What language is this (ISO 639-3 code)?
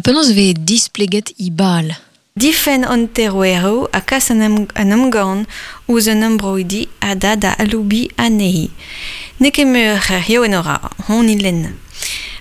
bre